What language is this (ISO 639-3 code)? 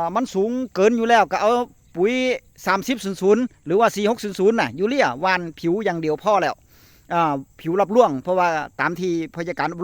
tts